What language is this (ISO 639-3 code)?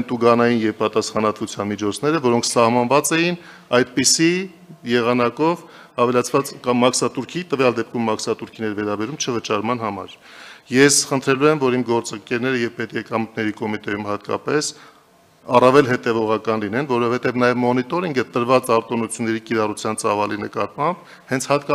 hye